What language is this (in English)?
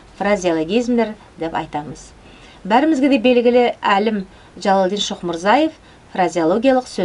Nogai